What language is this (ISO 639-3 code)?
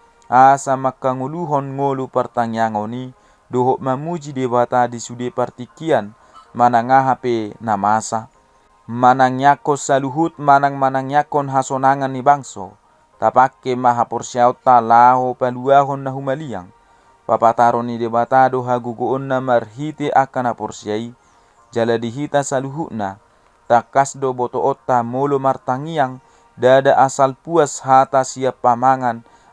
bbc